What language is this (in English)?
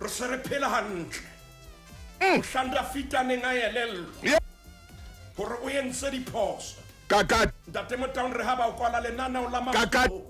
Southern Sotho